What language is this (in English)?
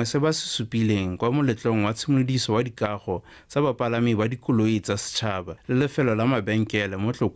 Tswana